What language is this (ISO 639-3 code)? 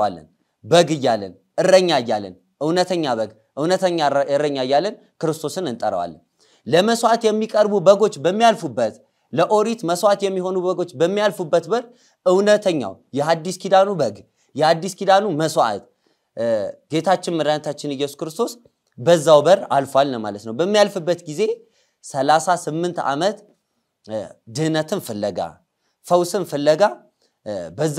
amh